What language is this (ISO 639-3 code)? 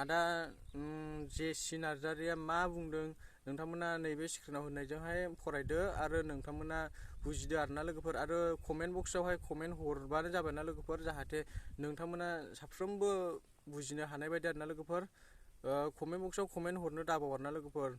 brx